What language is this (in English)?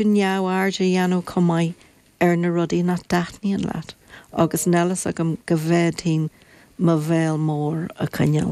Irish